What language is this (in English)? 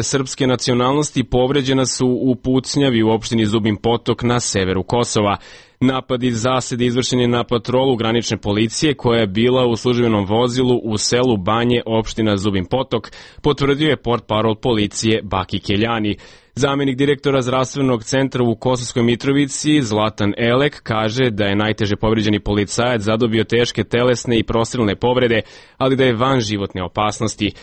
Serbian